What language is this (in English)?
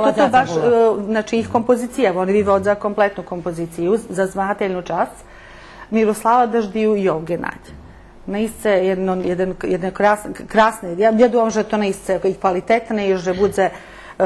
Rusyn